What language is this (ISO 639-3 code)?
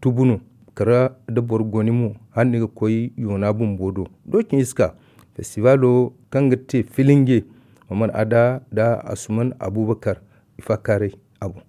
dje